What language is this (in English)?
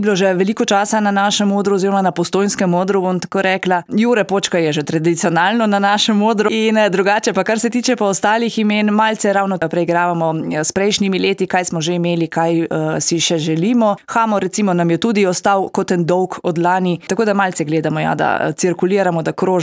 Slovenian